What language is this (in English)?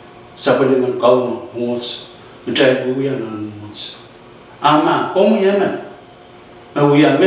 Pohnpeian